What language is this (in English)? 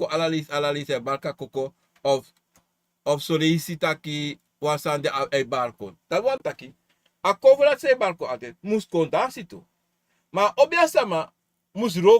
Sranan Tongo